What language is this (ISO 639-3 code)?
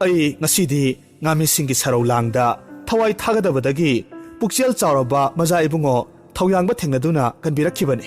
mni